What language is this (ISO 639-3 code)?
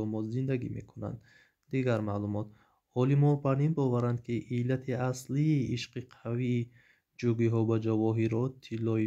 tgk